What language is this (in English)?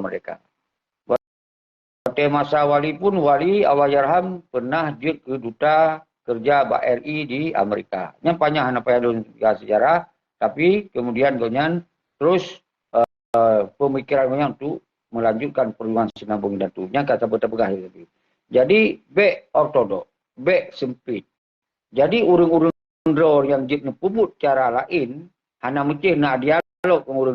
Achinese